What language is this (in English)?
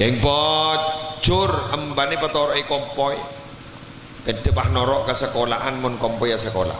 Madurese